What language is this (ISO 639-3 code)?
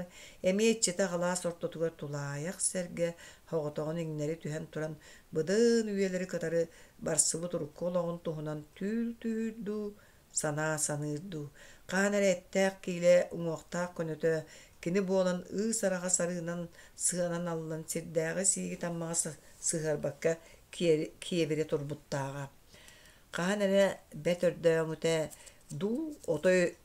sah